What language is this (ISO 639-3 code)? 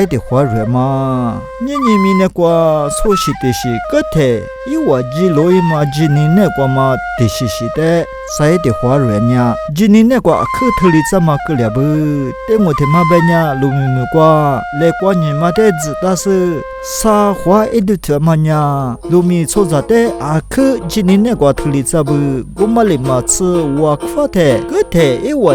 lis